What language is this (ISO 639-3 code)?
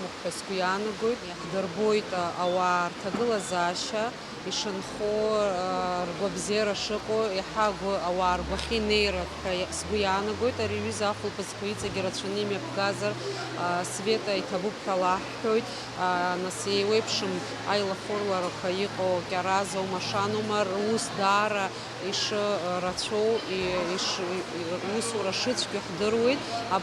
abk